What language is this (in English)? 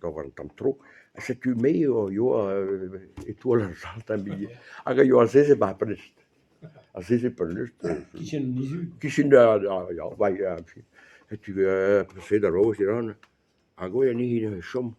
Breton